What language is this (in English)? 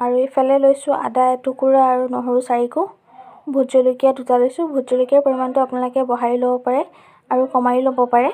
Assamese